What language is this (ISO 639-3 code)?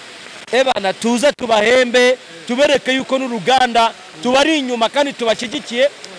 kin